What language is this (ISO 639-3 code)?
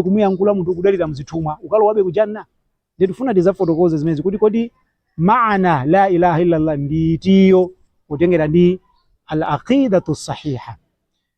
nya